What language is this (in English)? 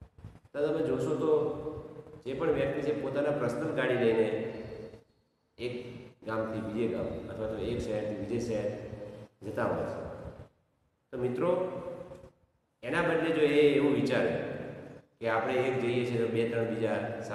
Gujarati